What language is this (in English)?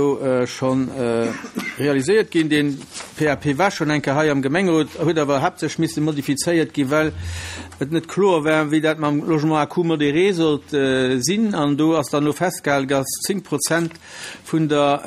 Luxembourgish